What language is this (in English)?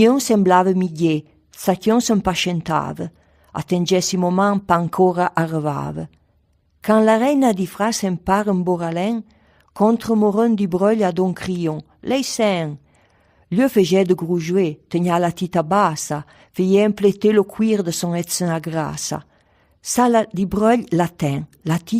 Arpitan